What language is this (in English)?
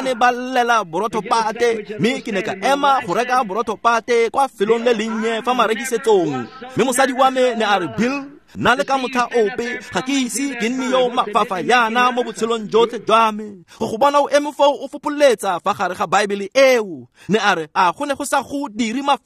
Tswana